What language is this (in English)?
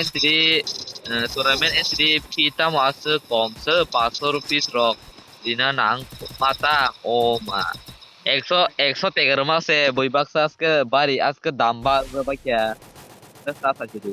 Kok Borok